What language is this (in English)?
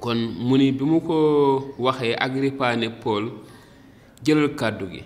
Wolof